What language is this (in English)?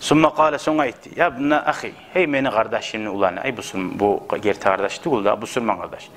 Kumyk